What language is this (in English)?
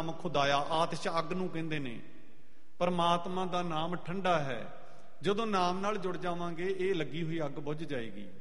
Punjabi